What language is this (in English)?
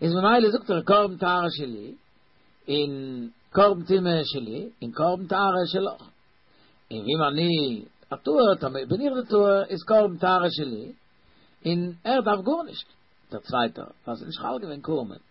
Yiddish